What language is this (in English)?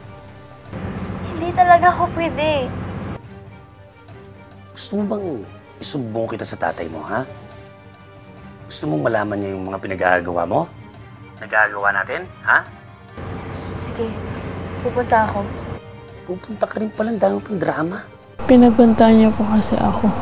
Filipino